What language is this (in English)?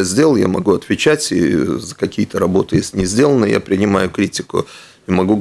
Russian